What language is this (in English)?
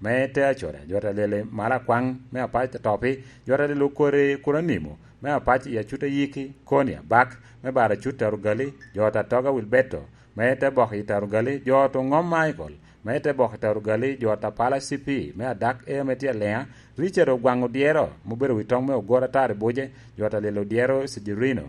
Lango (Uganda)